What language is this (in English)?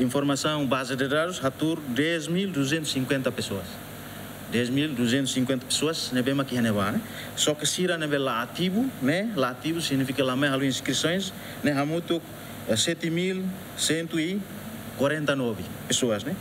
Tetum